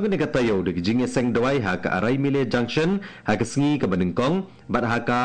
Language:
Khasi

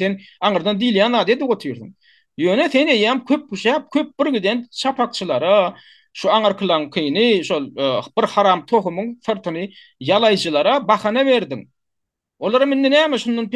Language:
Turkmen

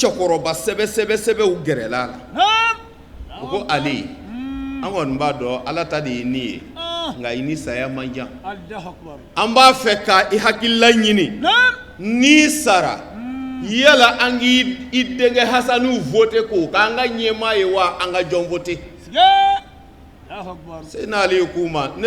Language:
Bambara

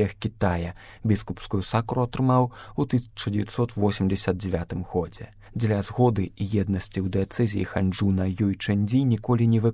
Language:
Belarusian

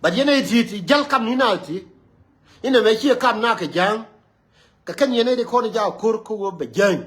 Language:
Nuer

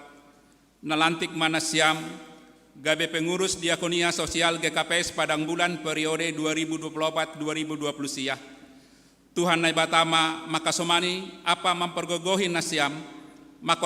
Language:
Batak Simalungun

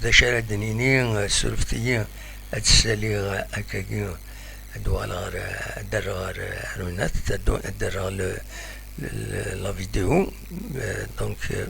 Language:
Kabyle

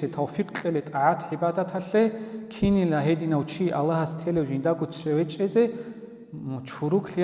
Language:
Avaric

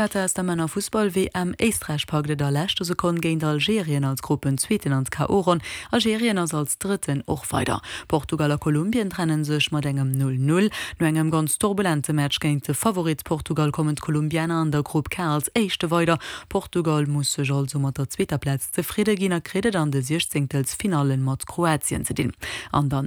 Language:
Luxembourgish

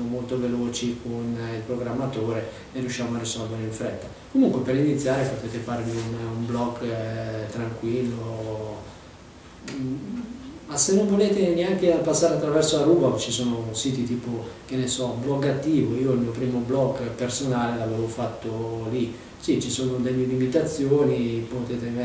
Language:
Italian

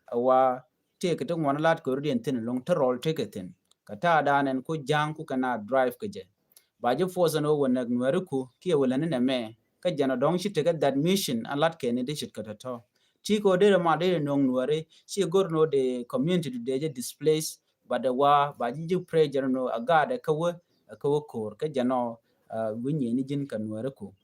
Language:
Nuer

